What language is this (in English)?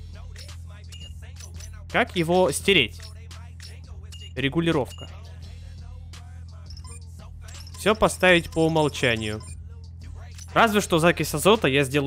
Russian